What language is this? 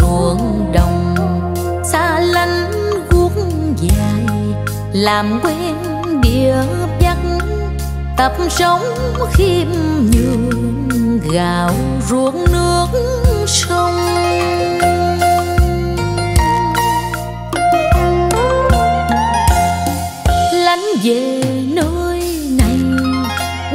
Vietnamese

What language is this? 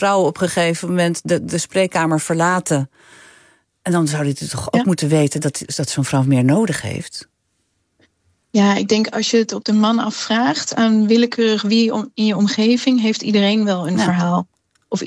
Dutch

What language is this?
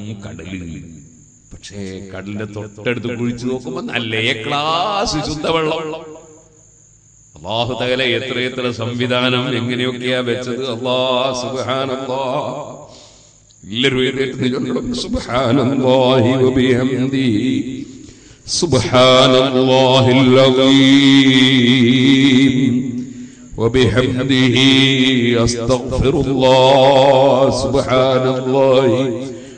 Malayalam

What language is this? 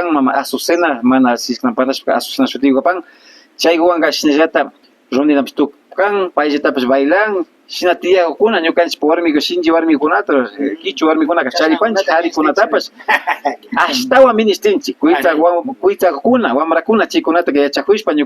Imbabura Highland Quichua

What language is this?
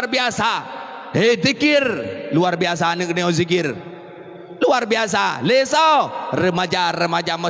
Achinese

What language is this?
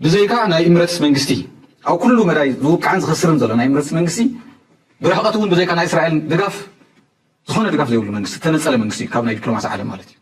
Tigrinya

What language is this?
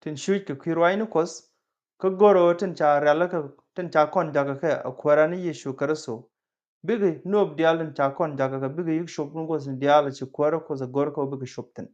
Nuer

